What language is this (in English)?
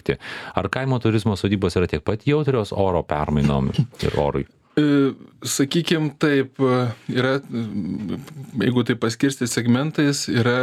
Lithuanian